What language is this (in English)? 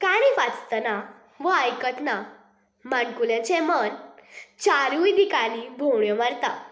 Konkani